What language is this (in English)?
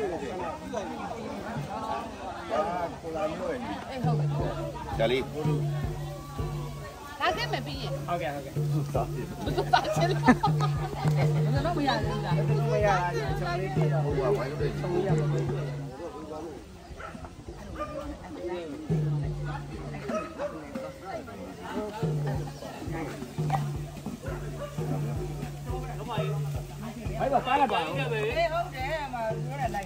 Burmese